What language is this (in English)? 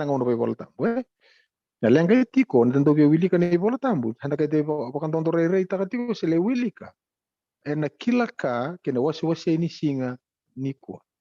Fijian